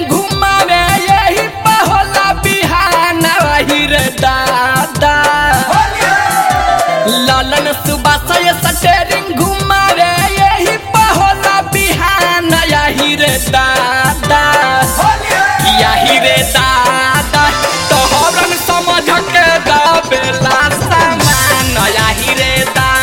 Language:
Bhojpuri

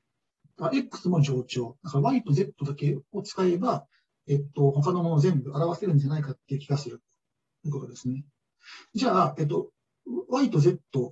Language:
Japanese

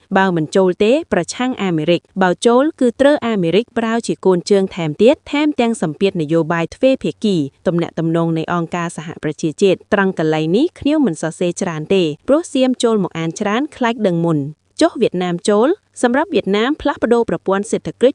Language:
Khmer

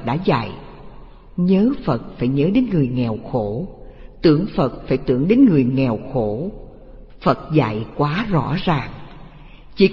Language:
Vietnamese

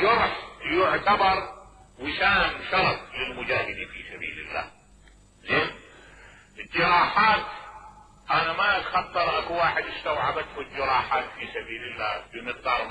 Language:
Mesopotamian Arabic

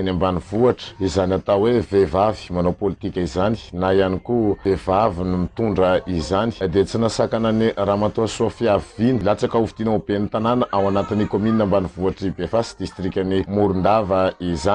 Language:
Malagasy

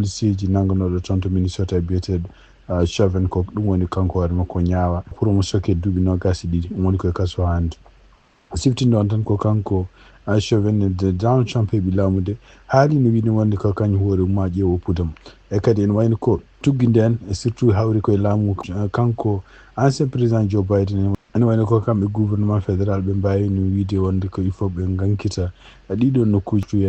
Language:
Fula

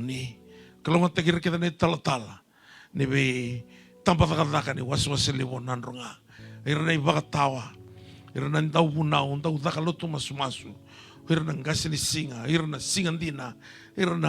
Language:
Fijian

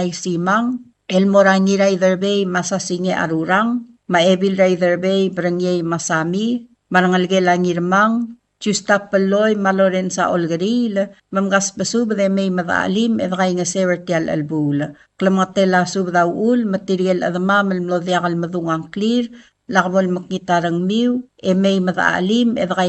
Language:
Palauan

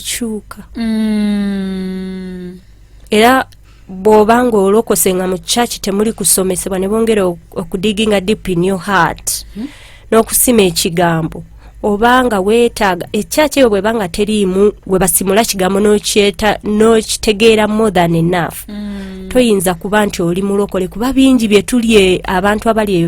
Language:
Ganda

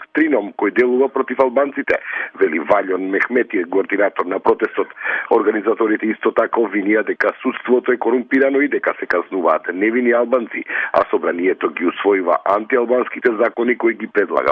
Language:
Macedonian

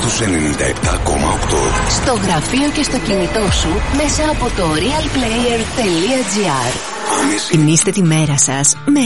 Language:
Greek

